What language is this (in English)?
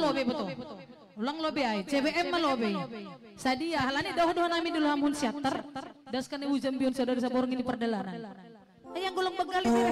Batak Simalungun